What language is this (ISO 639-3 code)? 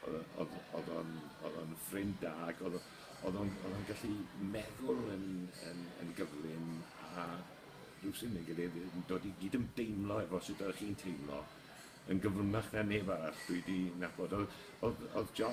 cym